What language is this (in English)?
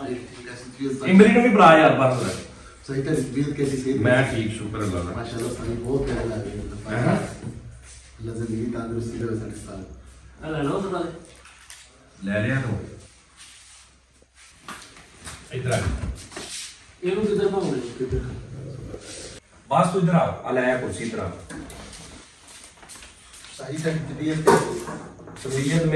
Punjabi